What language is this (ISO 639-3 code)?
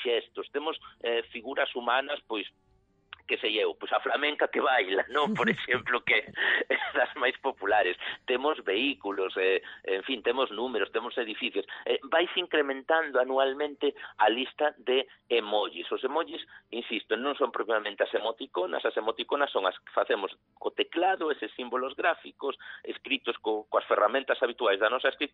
glg